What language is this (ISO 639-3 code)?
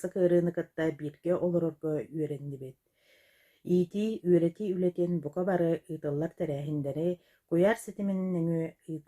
sah